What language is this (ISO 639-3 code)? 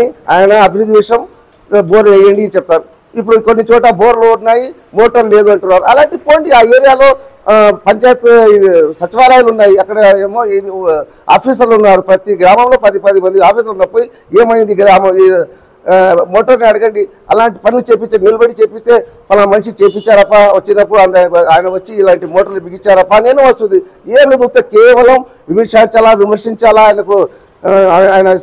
tel